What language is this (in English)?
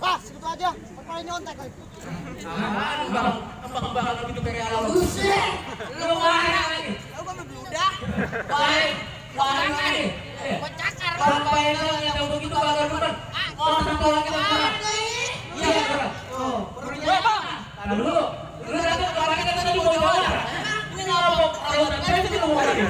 Betawi